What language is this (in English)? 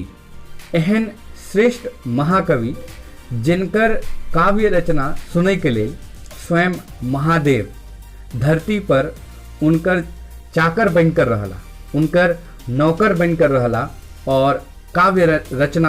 Maithili